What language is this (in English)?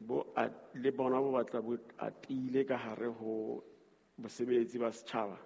Southern Sotho